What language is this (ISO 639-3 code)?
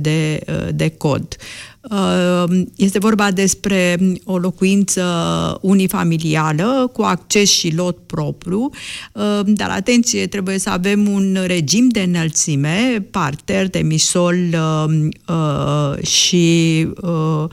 ron